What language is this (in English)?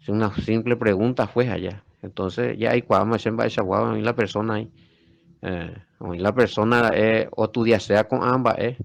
Guarani